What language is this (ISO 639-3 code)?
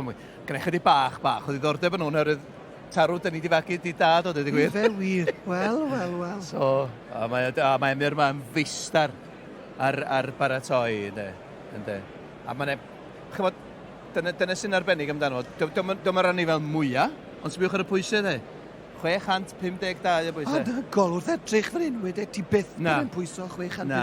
cym